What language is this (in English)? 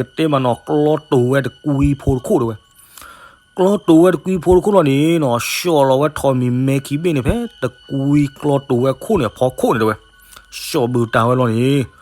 S'gaw Karen